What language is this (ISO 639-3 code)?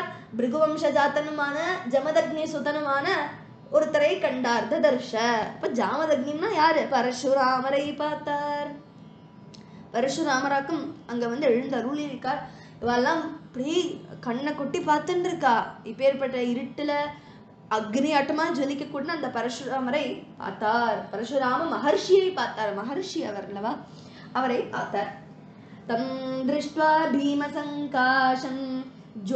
tam